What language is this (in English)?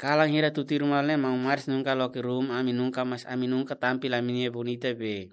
Tetum